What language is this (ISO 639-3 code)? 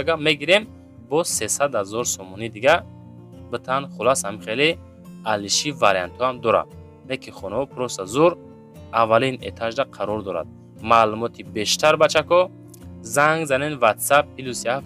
tgk